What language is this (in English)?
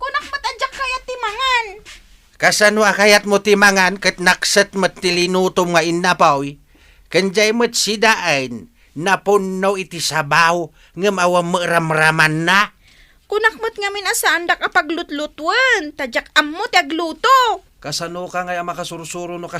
Iloko